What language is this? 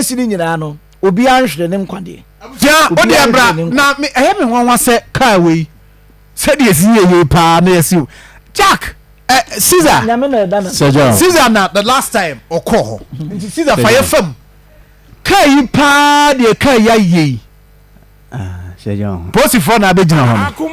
Akan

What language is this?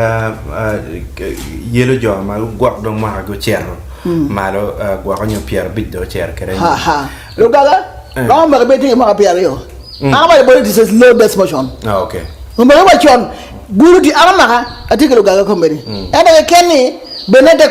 Acoli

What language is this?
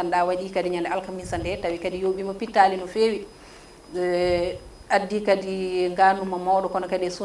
Fula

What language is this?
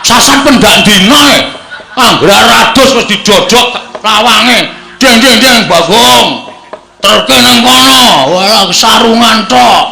Javanese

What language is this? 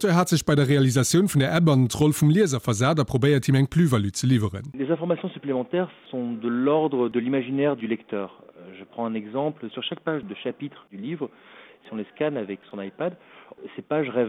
Luxembourgish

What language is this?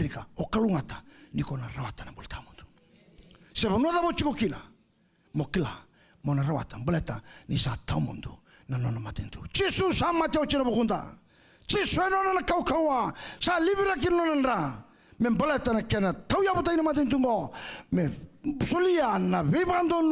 Fijian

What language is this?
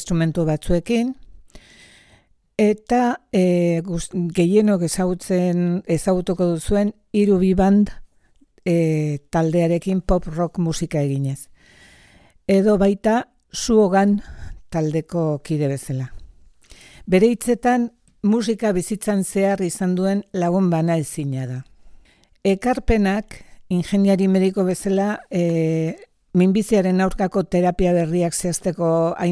Basque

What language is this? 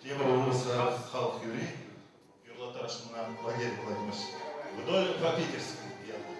Chuvash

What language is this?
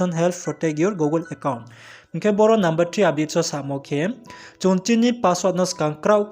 Riang (India)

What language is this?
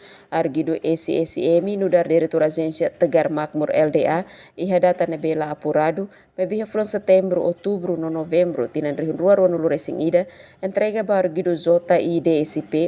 Tetum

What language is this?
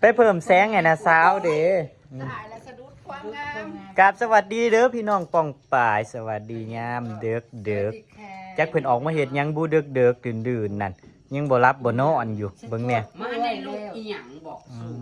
Northeastern Thai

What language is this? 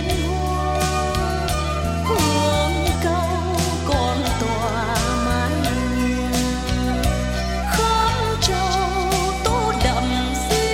Vietnamese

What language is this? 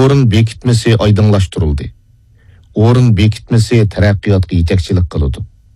Uyghur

